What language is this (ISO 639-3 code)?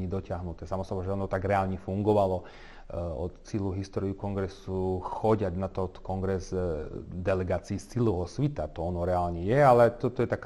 rue